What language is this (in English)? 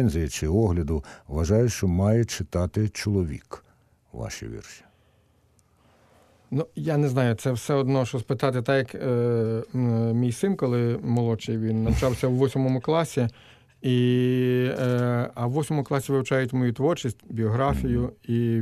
Ukrainian